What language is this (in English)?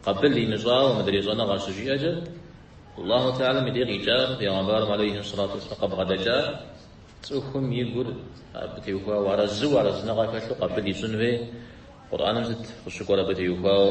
Kabardian